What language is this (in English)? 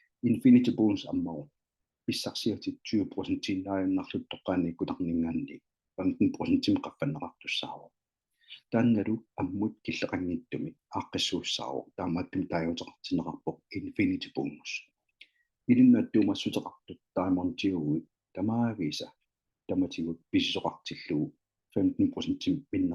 Kalaallisut